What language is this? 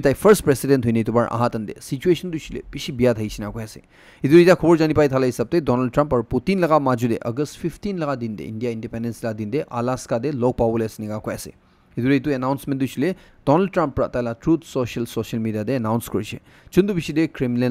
Naga Pidgin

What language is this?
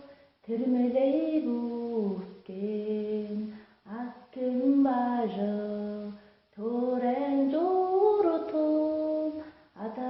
Tuvinian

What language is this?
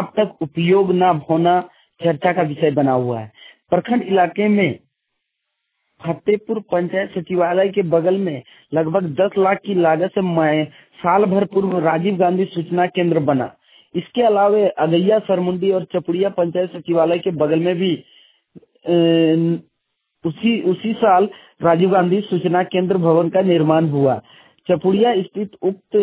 Hindi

